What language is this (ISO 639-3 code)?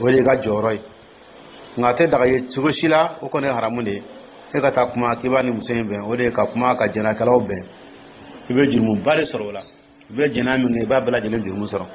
dyu